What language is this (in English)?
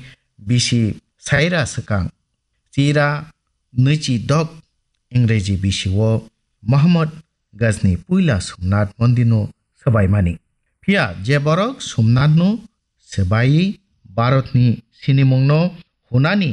Kok Borok